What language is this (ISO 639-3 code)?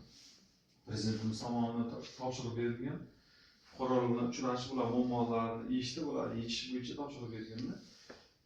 uzb